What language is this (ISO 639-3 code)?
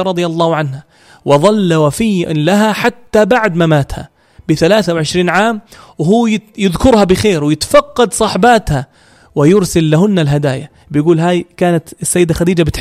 apc